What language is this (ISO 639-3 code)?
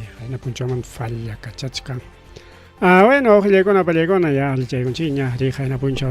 quy